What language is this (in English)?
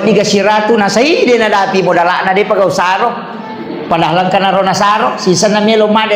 Buginese